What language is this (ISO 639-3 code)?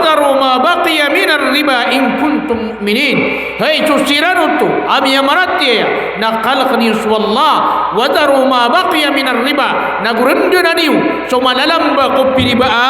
mrw